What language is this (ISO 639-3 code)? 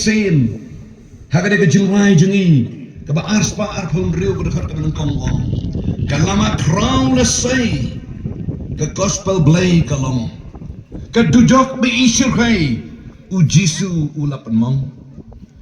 kha